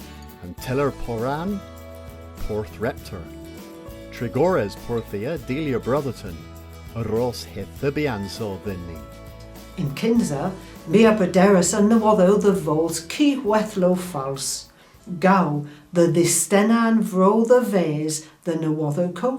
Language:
Cornish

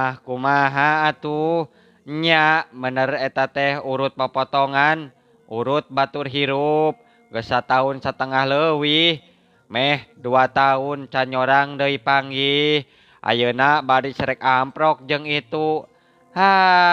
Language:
Sundanese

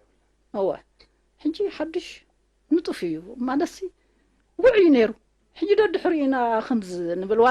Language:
Tigrinya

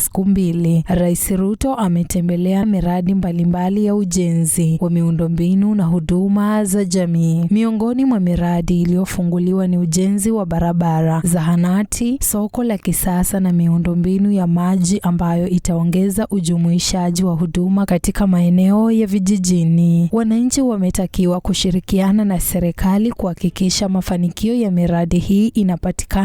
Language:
Swahili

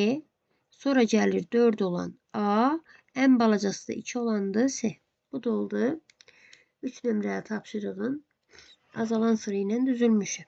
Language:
Azerbaijani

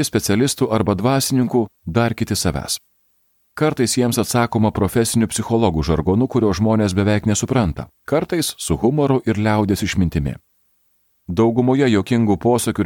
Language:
Lithuanian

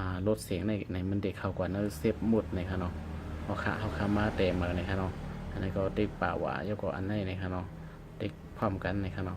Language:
Shan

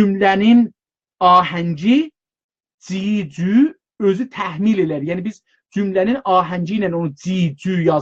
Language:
South Azerbaijani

